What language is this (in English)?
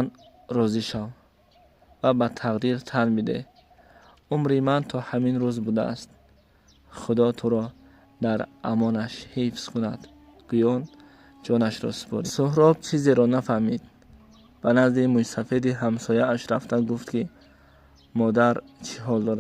Tajik